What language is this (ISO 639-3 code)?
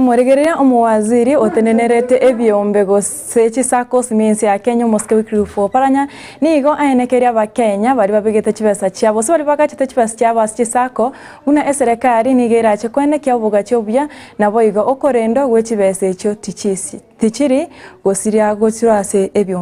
guz